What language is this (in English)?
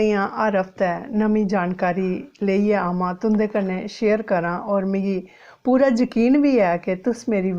Dogri